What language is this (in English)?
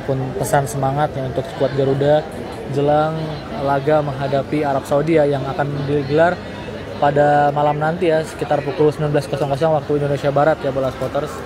Indonesian